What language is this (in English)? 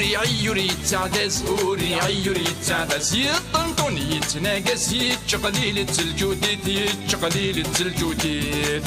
Kabyle